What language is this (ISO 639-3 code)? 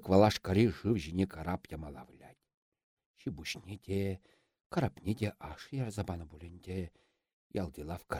chv